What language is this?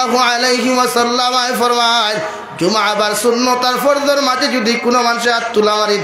Sylheti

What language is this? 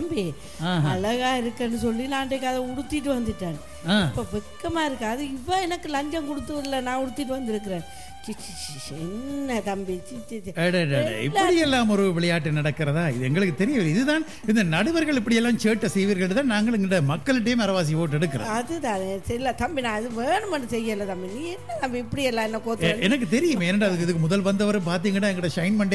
Tamil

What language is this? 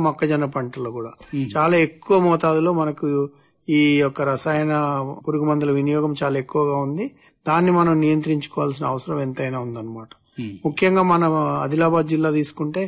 Telugu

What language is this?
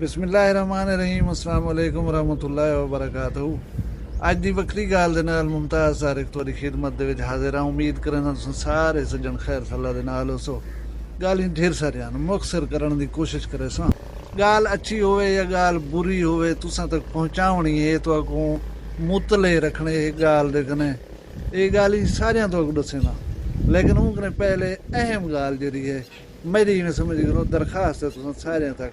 Saraiki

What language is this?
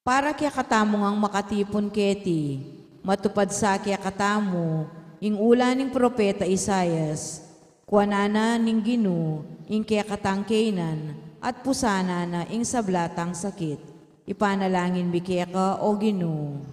Pampanga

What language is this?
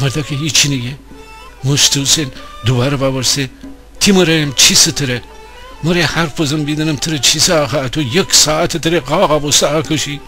Gilaki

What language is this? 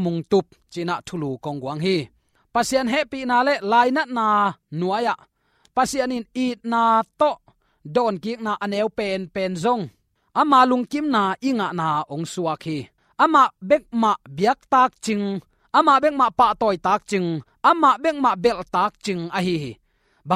Tedim Chin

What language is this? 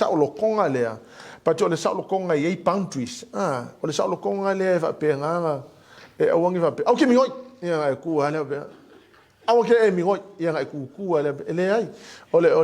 Samoan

